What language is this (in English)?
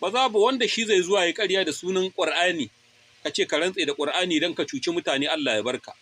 Hausa